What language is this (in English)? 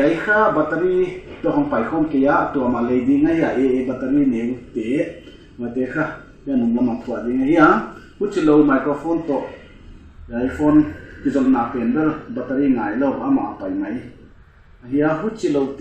Paite Chin